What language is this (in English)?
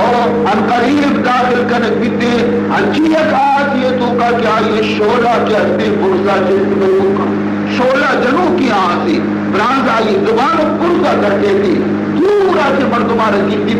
Baluchi